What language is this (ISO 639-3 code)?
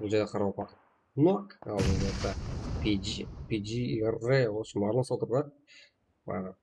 kaa